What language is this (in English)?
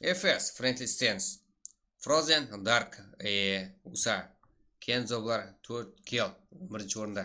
Kara-Kalpak